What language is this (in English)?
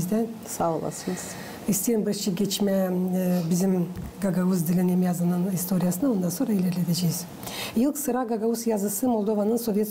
Gagauz